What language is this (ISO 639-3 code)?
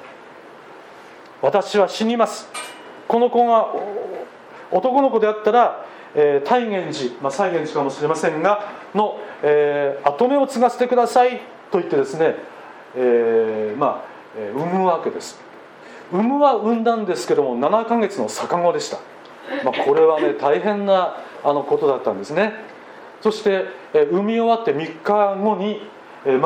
jpn